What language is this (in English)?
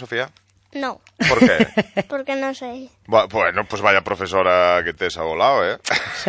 Galician